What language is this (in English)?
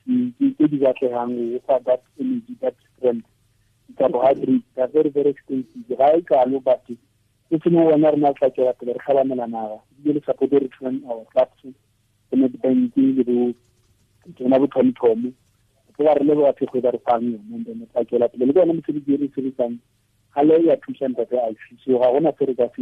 Tswana